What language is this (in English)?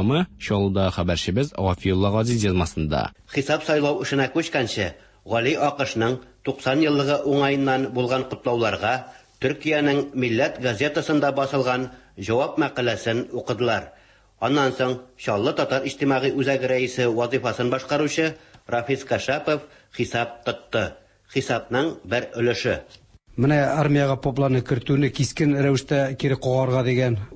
Tatar